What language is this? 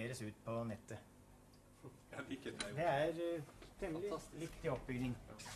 Norwegian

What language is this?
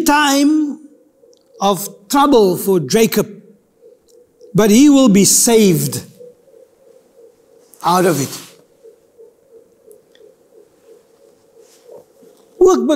Afrikaans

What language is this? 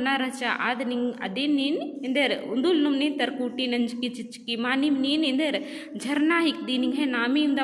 Kurukh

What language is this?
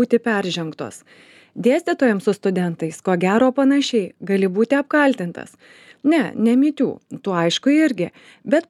Lithuanian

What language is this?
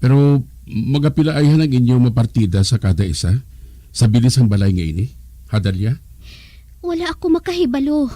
Hiligaynon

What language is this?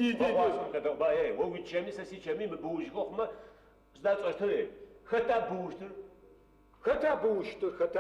Adyghe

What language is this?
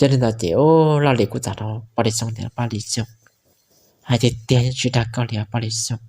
Hmong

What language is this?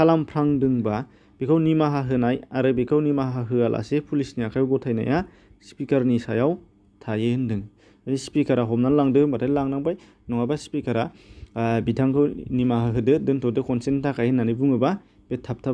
Bodo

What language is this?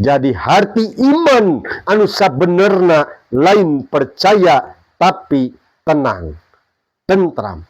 Sundanese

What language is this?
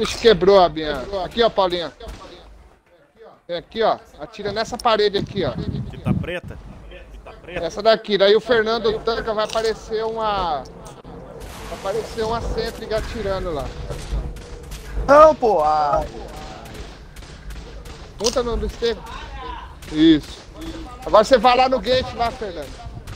Portuguese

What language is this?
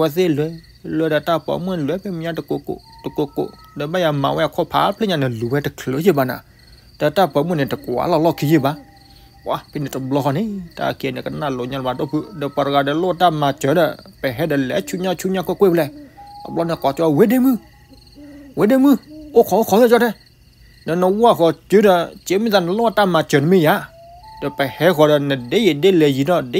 S'gaw Karen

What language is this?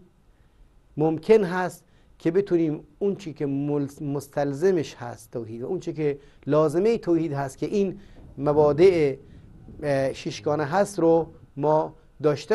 Persian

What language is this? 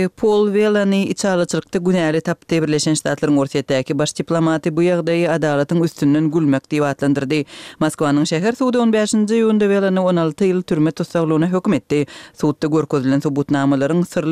Kyrgyz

